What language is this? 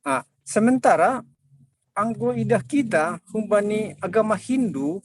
Batak Simalungun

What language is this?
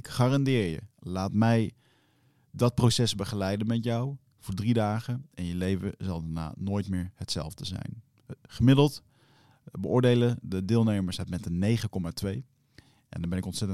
Dutch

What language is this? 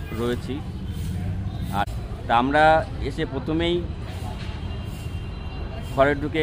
Bangla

